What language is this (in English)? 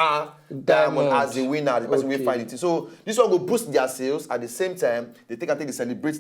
Nigerian Pidgin